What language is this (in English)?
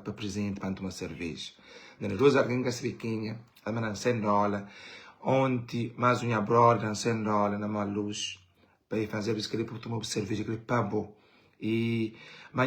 Kabuverdianu